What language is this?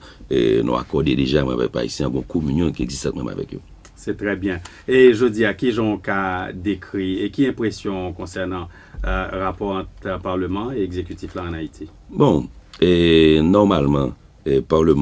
Haitian Creole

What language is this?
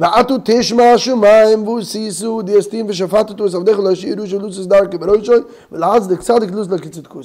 Yiddish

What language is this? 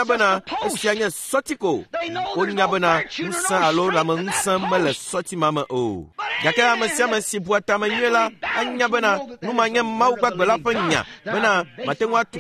Ewe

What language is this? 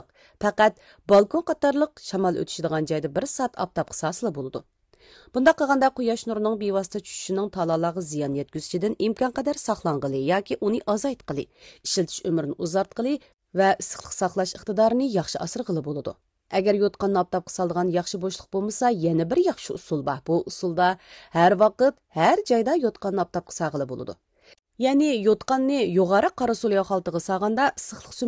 Uyghur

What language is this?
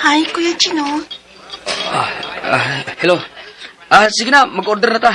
Cebuano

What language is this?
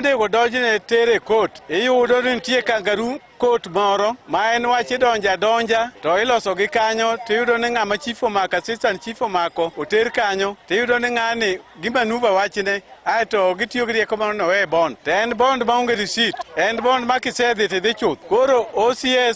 Luo (Kenya and Tanzania)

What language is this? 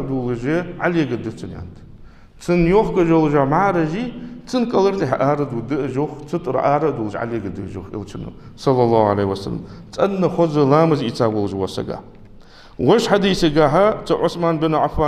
Ingush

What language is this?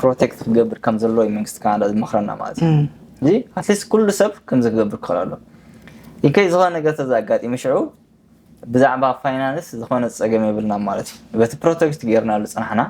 Tigrinya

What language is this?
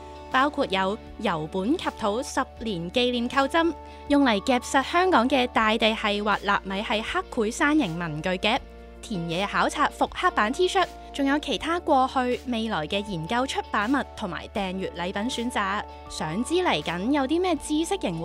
Cantonese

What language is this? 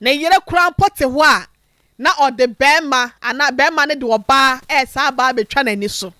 Akan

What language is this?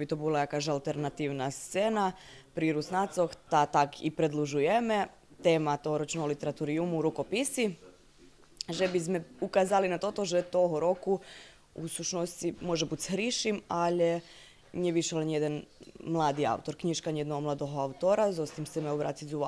Rusyn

